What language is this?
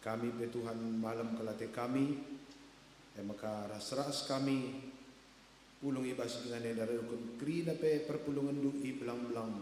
Batak Karo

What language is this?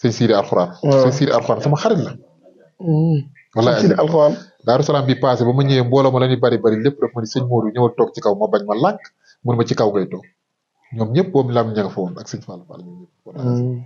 Wolof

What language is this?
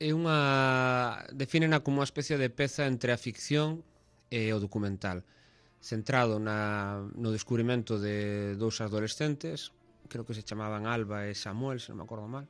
Galician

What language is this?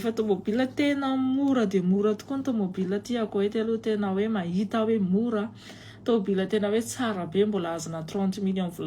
Malagasy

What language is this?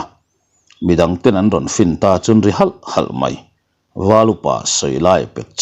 Mizo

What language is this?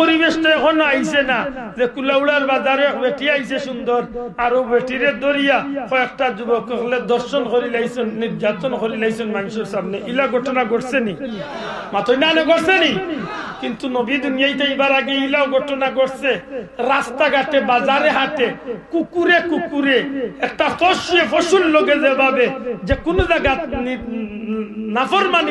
Sylheti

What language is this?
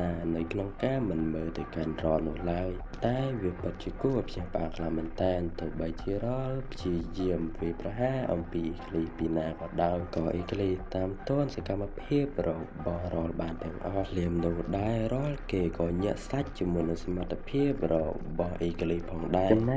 Khmer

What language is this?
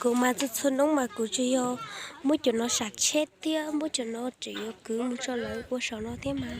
Hmong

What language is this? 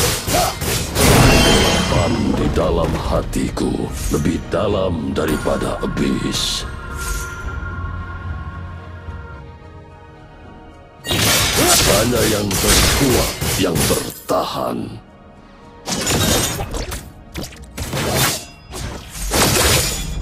Indonesian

